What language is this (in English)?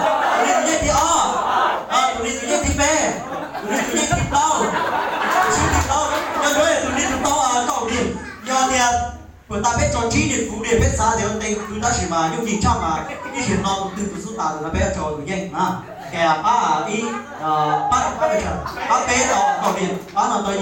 Hmong